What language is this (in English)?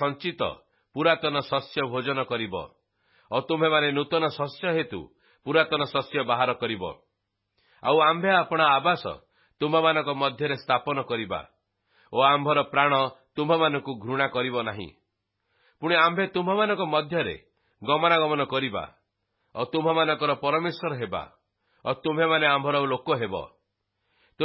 Odia